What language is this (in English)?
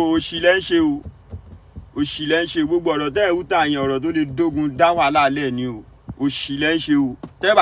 Yoruba